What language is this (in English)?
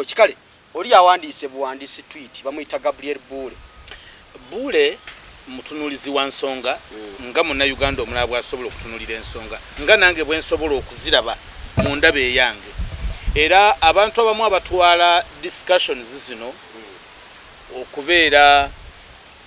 Ganda